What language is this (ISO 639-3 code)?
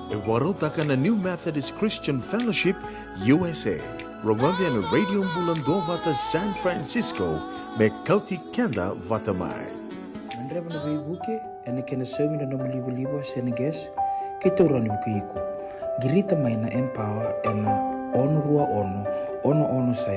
fij